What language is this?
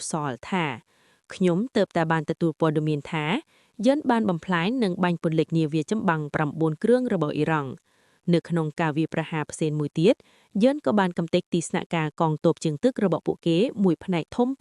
Khmer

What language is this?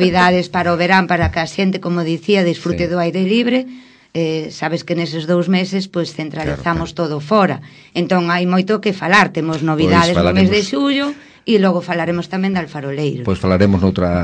Galician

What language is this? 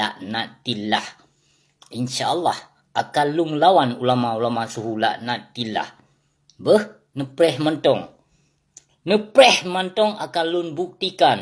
Achinese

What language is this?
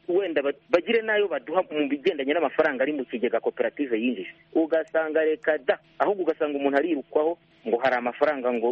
Kinyarwanda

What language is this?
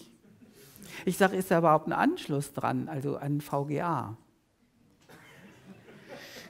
German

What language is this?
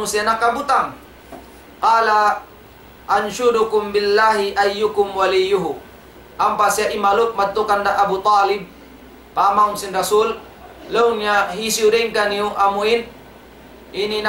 Tausug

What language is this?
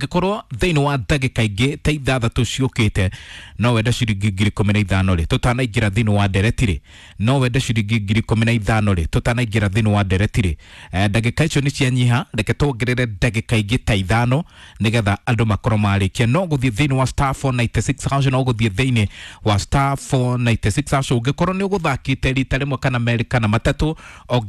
Kikuyu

